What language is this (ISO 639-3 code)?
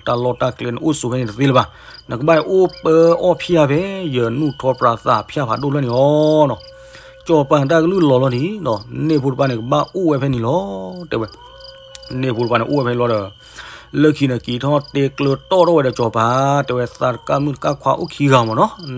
ksw